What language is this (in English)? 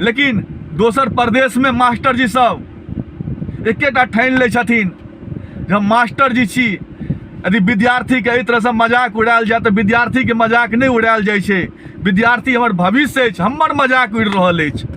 Maithili